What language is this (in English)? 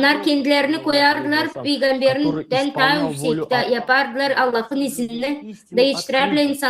Gagauz